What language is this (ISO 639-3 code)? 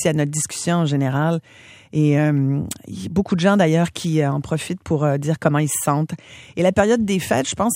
fra